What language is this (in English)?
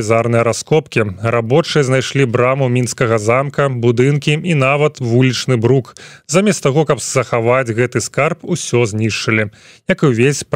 Belarusian